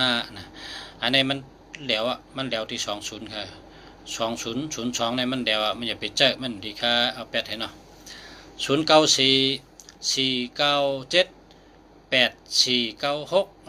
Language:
Shan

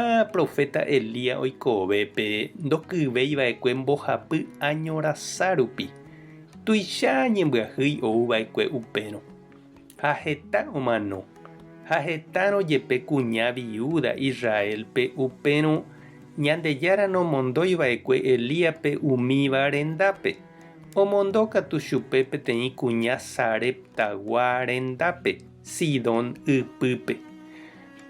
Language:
Guarani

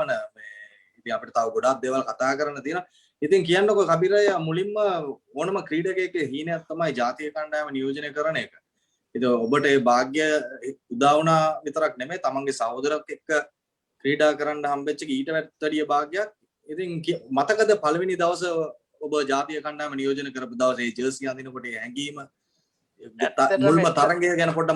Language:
Sinhala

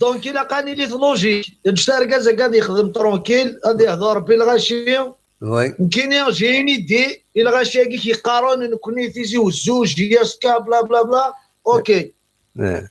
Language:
Kabyle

